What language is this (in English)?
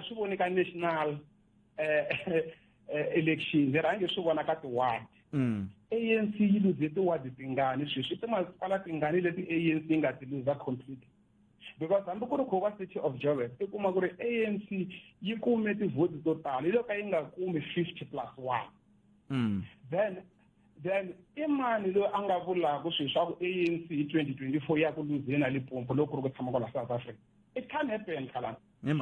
Tsonga